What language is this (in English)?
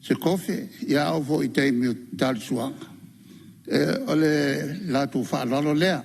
Samoan